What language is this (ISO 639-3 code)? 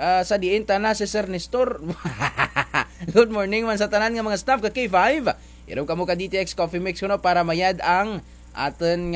hil